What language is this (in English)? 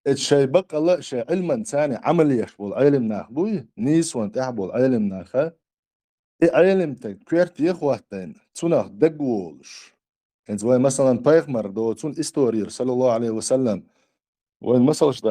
Chechen